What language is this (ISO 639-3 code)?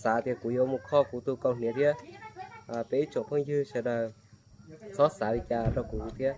hmn